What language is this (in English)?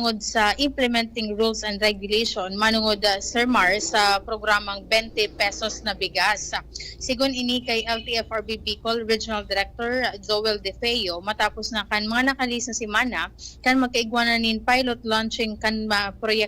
Bikol